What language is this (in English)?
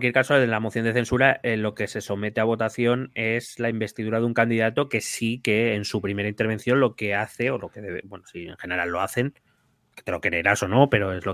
Spanish